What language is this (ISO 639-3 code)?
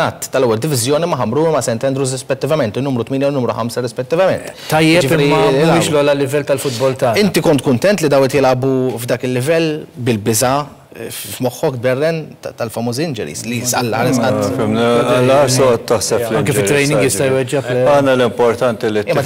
mlt